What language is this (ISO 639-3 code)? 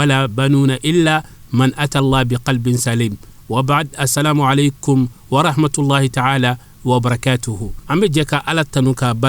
bam